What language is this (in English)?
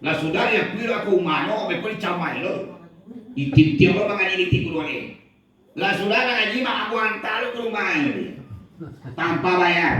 Minangkabau